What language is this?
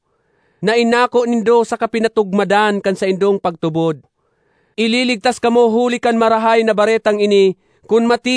Bikol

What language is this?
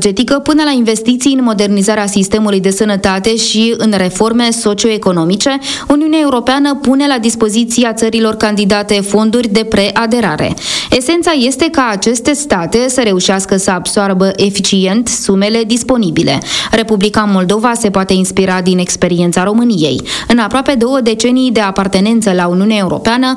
Romanian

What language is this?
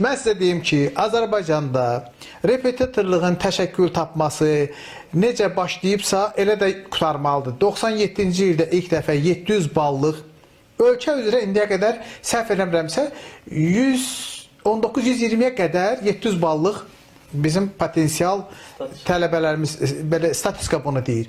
Azerbaijani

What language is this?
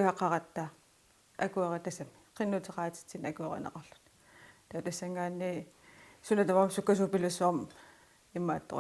Kalaallisut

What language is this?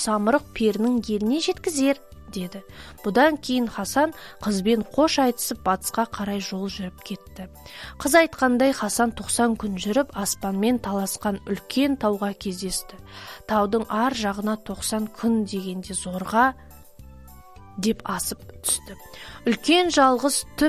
Kazakh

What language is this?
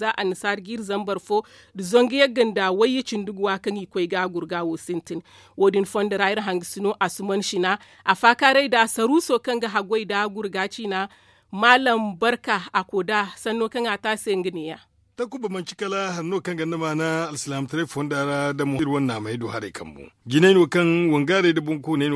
Zarma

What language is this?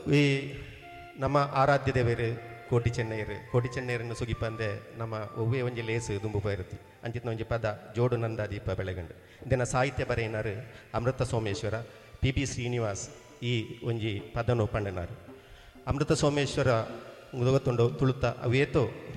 Tulu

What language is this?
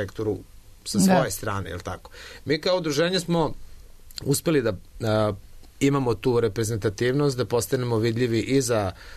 Serbian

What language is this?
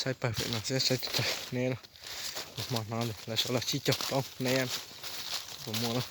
Hmong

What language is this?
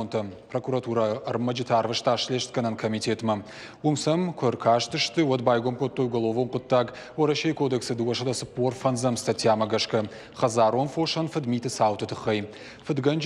Ossetic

